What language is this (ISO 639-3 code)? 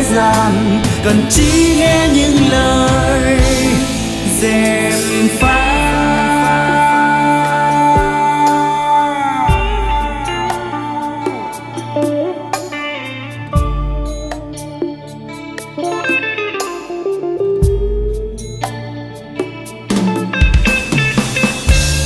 vie